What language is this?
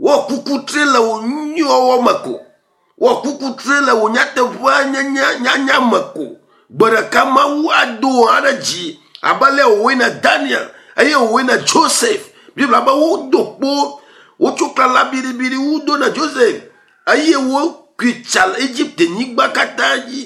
Ewe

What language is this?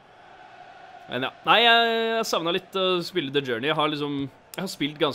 Norwegian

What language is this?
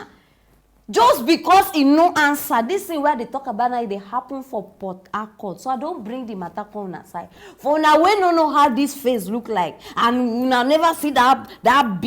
Nigerian Pidgin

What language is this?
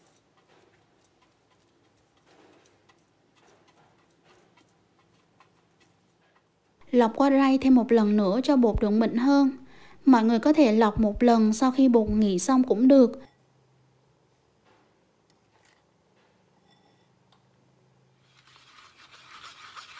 Vietnamese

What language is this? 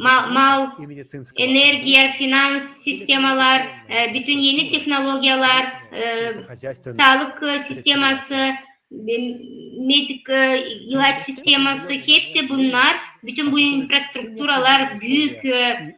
Gagauz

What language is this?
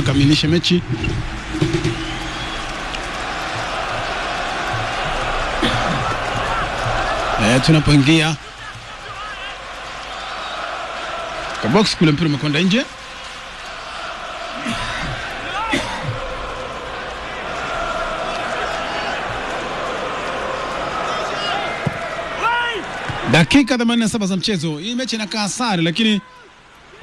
Swahili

